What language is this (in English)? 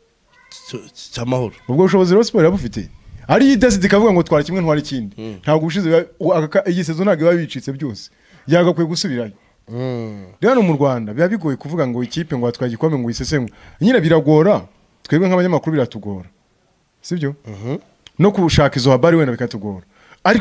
Kinyarwanda